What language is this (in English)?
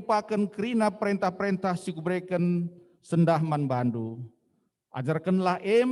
Batak Karo